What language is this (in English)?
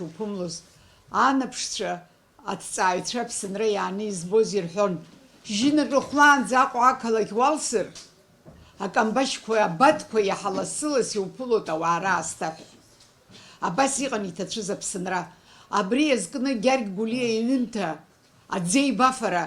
Abkhazian